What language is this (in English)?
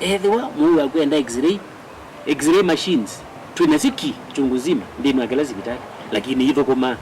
Kamba